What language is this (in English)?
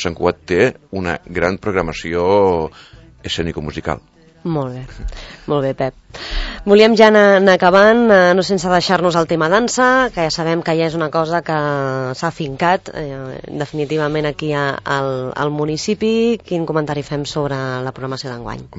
Catalan